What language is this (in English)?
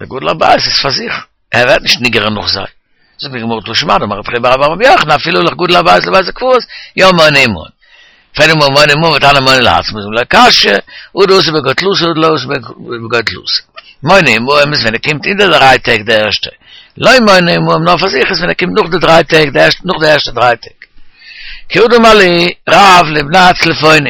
Yiddish